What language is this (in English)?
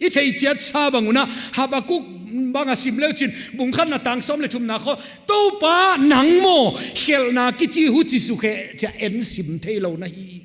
Paite Chin